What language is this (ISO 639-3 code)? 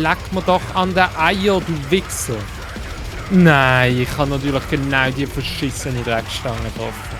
gsw